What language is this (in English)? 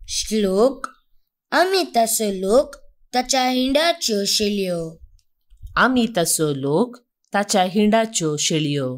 Konkani